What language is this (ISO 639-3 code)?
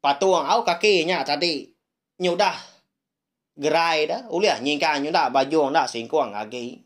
iba